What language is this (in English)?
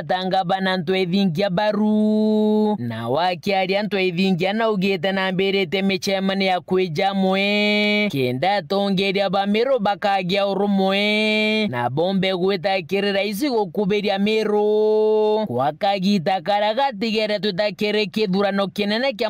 Meru